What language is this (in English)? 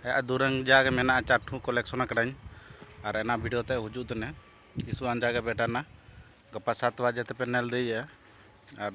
Santali